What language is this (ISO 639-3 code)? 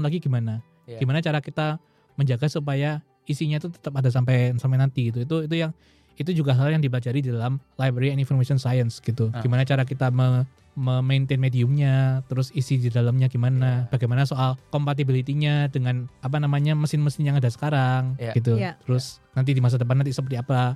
ind